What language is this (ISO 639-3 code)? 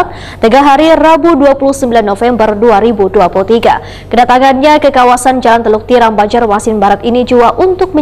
bjn